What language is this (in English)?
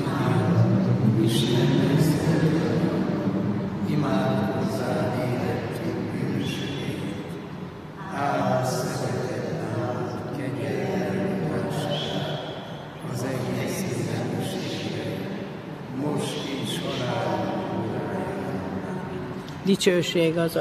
Hungarian